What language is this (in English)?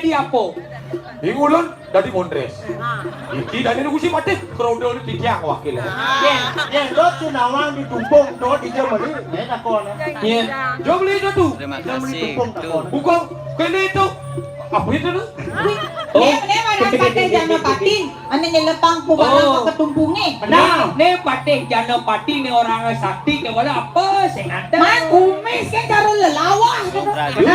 Balinese